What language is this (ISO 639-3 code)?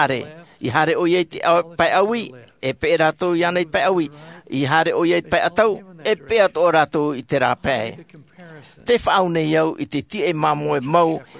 tah